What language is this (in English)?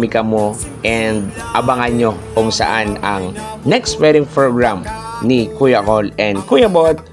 Bikol